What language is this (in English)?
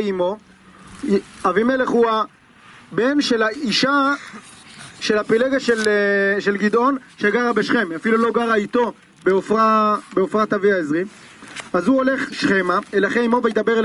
Hebrew